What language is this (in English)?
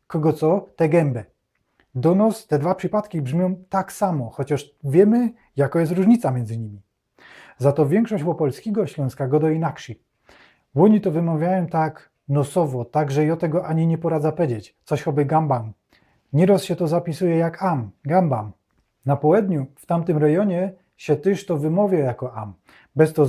Silesian